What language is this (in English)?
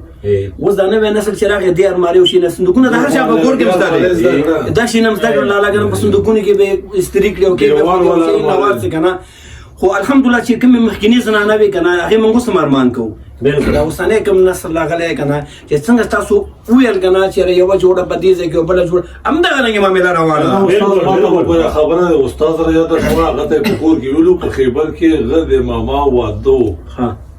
Pashto